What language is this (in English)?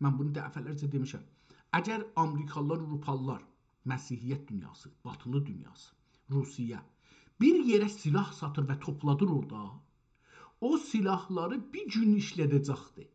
South Azerbaijani